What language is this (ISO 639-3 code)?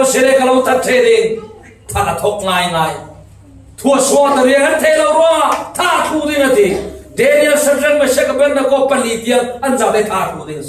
cfm